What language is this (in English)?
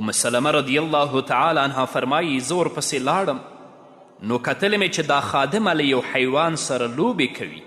Pashto